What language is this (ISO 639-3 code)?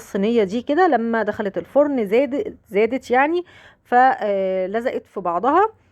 arz